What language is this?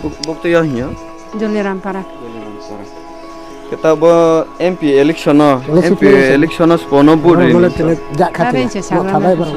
Riang (India)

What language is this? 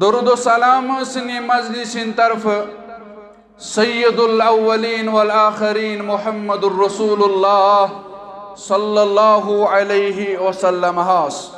Kashmiri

